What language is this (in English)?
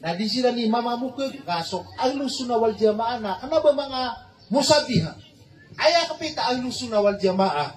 Maranao